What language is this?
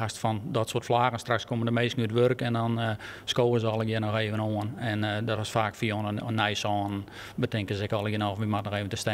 Western Frisian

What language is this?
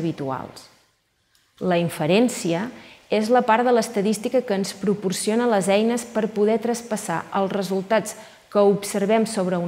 Catalan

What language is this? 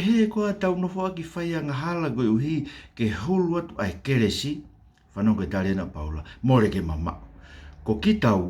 Tongan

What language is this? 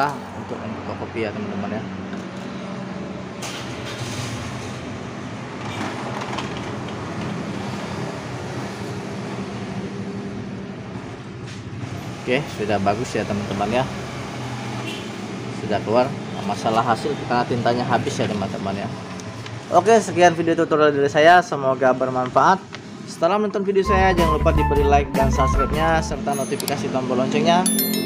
Indonesian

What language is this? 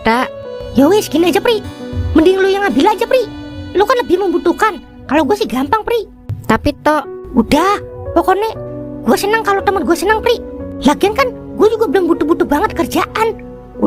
Betawi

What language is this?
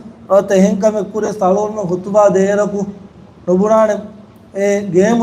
Divehi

